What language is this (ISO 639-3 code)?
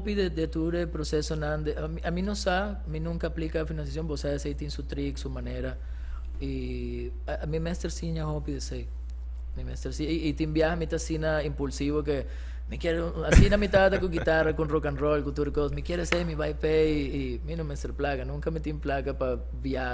pap